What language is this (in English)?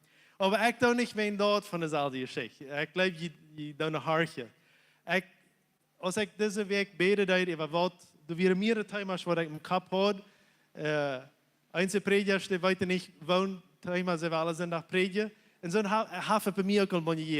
Plautdietsch